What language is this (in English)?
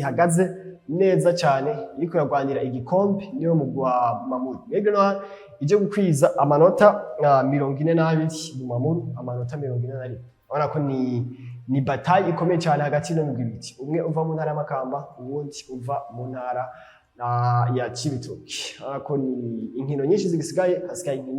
Rundi